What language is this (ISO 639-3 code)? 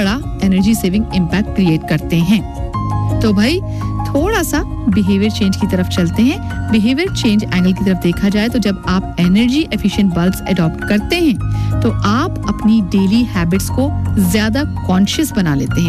hin